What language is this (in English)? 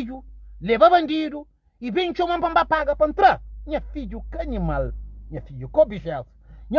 Kabuverdianu